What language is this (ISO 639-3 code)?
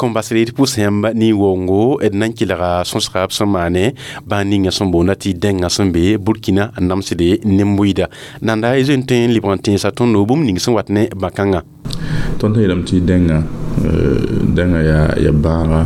mos